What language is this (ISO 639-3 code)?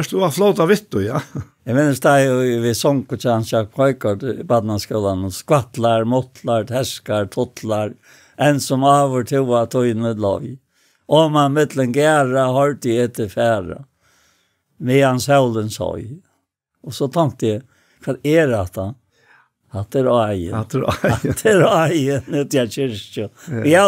fao